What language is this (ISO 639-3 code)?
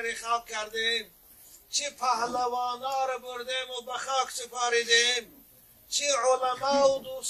tgk